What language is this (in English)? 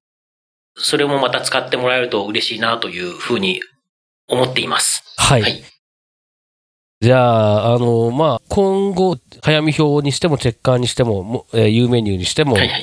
Japanese